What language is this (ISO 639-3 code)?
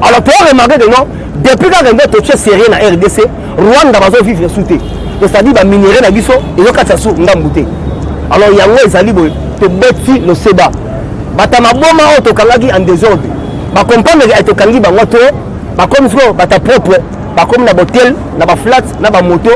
lin